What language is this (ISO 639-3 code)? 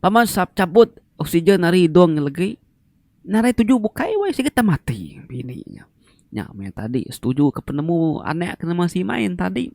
iba